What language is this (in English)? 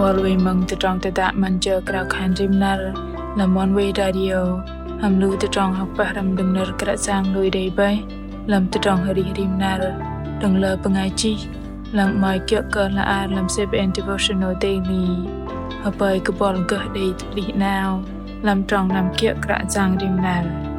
Bahnar